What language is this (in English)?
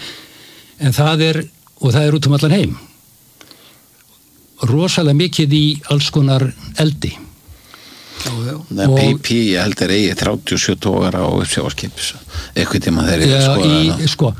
Icelandic